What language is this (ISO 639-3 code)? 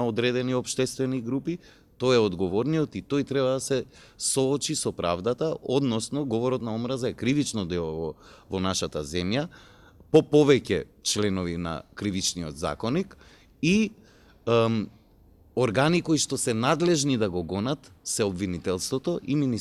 mkd